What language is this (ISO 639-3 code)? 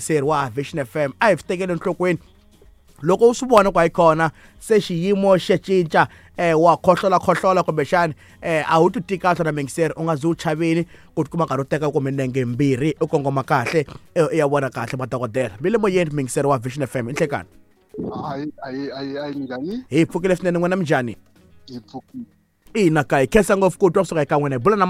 tso